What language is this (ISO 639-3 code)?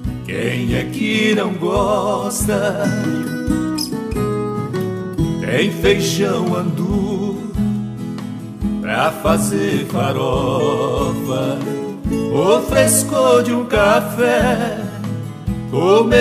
por